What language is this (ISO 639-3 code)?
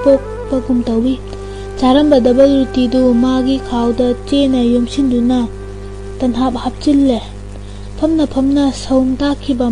mni